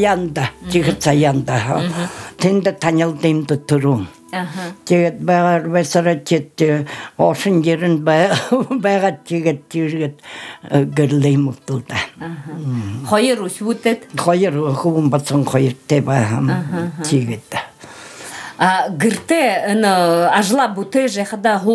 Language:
Buriat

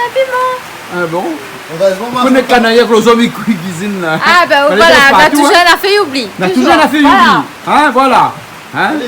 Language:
Réunion Creole French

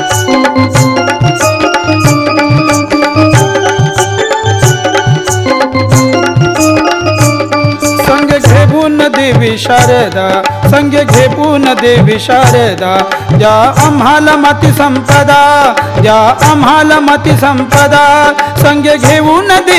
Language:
Marathi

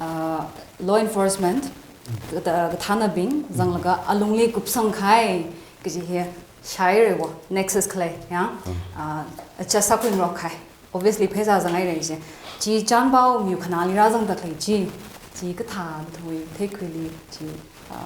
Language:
Tangkhul Naga (India)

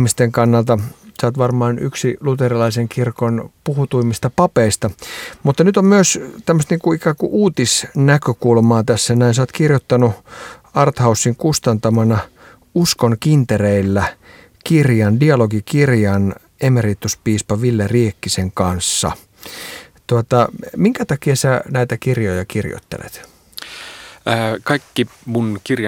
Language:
Finnish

